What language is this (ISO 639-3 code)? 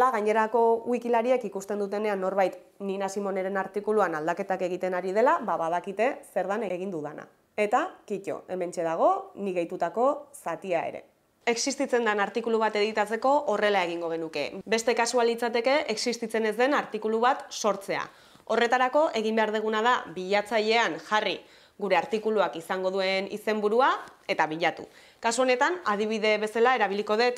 eus